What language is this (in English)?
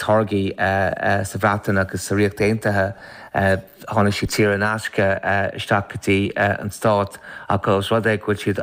Irish